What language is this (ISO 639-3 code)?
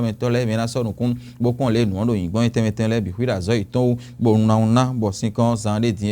fon